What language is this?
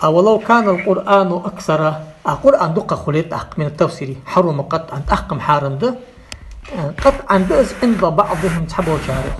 Ingush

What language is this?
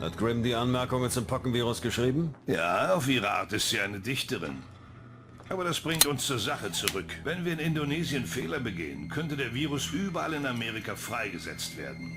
Bavarian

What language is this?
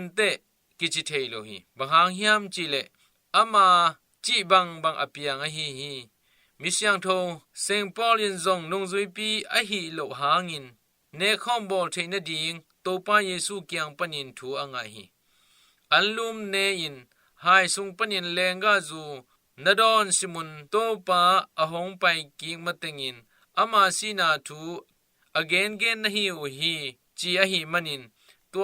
Tedim Chin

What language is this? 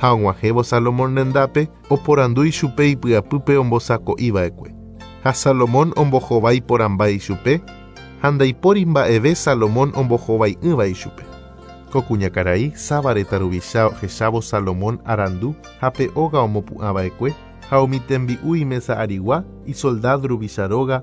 Guarani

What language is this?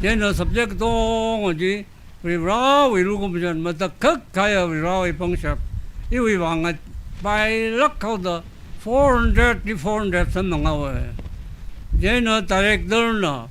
Tangkhul Naga (India)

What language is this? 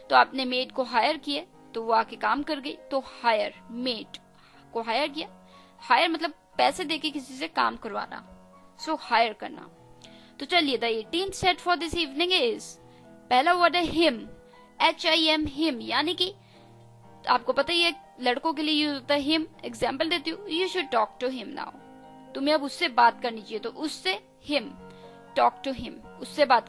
Hindi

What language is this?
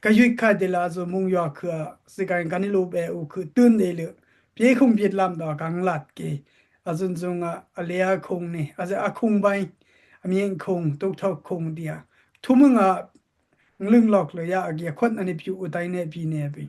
Dimasa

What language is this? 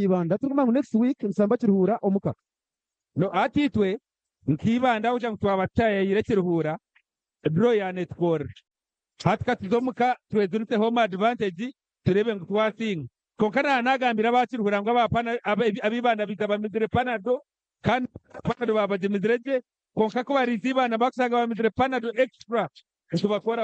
Nyankole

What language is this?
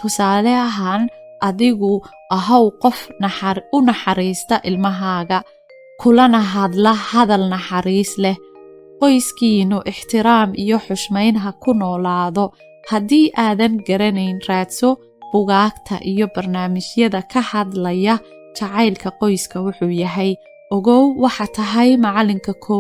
Somali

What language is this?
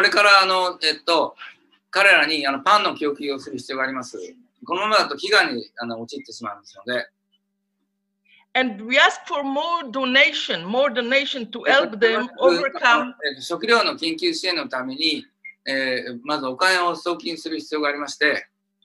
Japanese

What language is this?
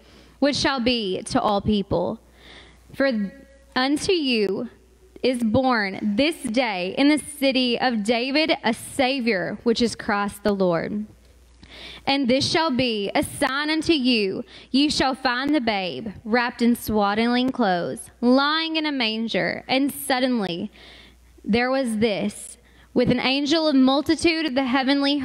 English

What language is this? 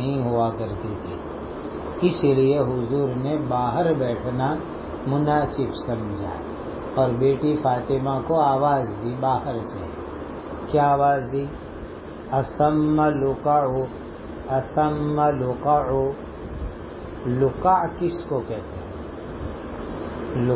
Urdu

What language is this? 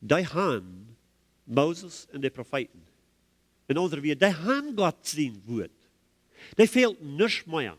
Plautdietsch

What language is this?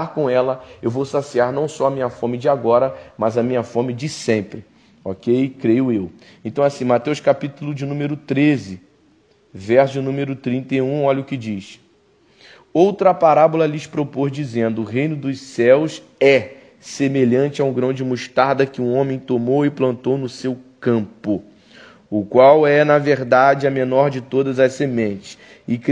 Portuguese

